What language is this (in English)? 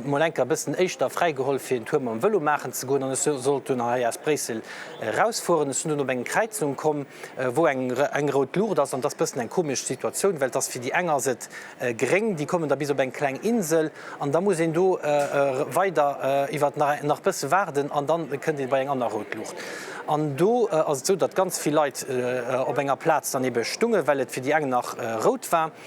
Luxembourgish